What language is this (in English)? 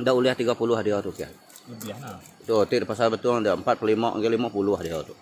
Iban